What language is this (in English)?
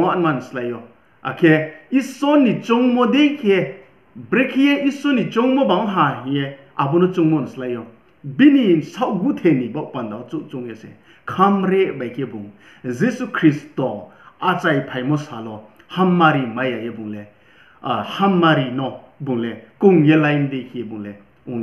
Riang (India)